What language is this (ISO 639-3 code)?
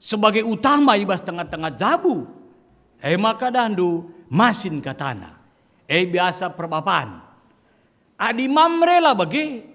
btx